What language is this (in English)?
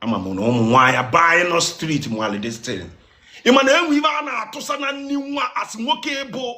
Igbo